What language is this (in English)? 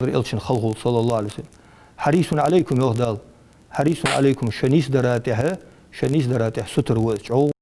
Ingush